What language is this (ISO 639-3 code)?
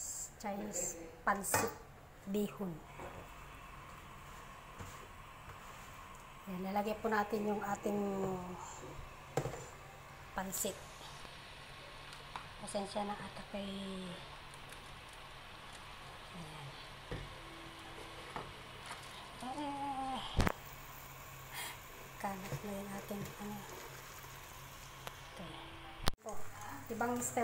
fil